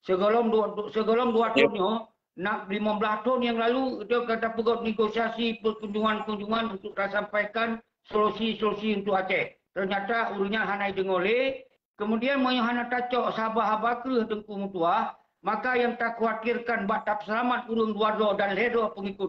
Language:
Achinese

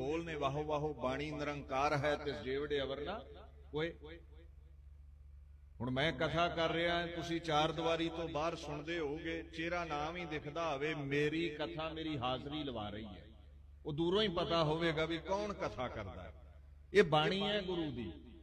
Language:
Punjabi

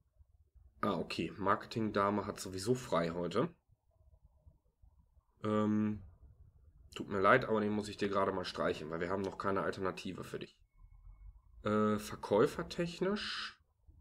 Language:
German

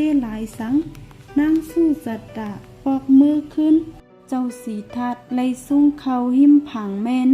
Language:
Shan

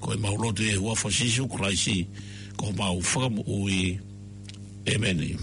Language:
Tongan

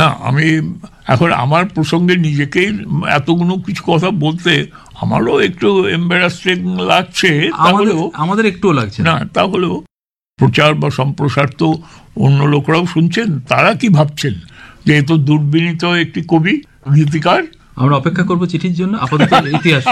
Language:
Bangla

